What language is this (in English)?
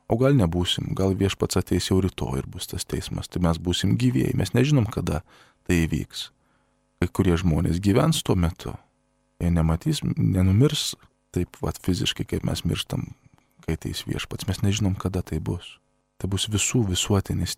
Lithuanian